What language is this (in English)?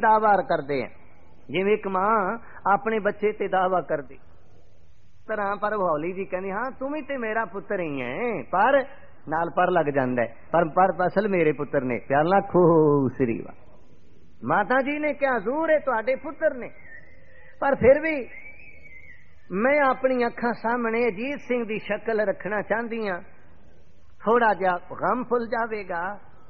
Punjabi